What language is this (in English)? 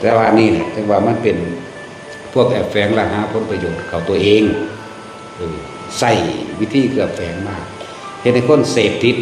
Northeastern Thai